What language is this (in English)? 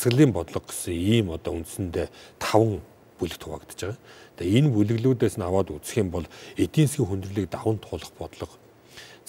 Mongolian